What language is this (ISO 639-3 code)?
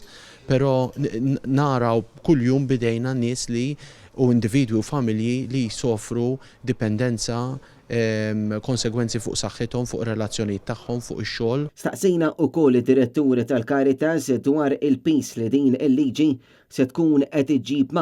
mlt